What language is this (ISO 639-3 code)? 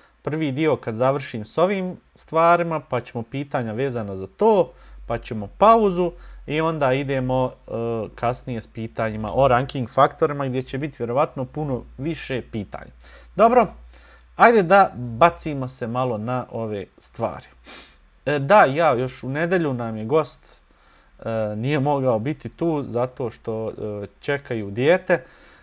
bos